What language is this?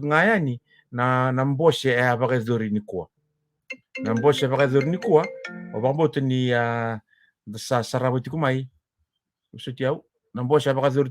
Fijian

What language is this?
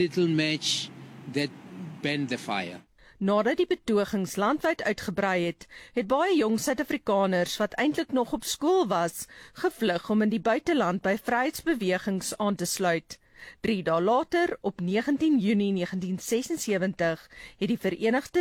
Afrikaans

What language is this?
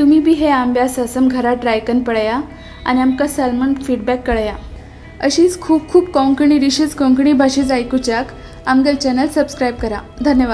Konkani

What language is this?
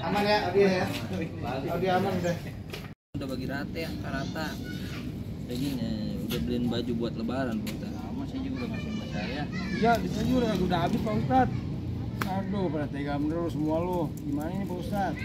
Betawi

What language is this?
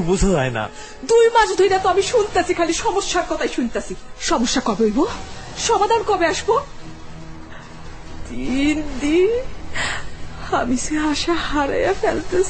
Bangla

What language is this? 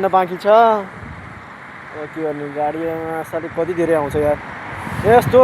Nepali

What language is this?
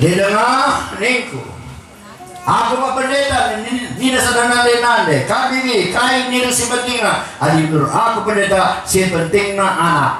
Batak Karo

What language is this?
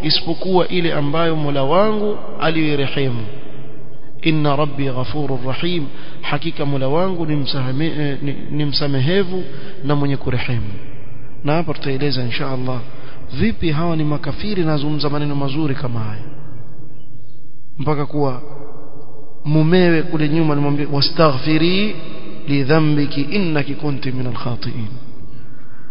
Swahili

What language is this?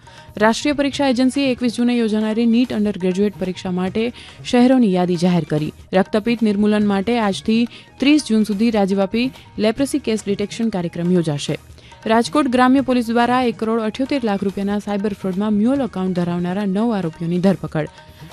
Gujarati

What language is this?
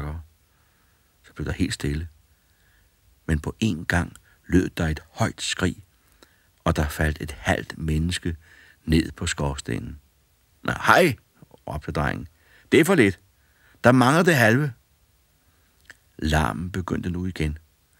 Danish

